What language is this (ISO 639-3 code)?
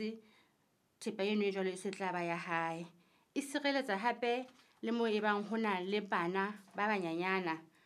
sot